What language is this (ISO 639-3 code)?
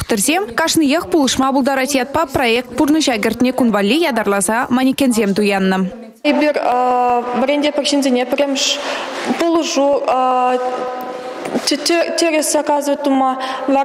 chv